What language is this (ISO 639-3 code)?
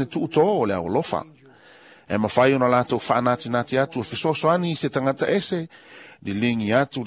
smo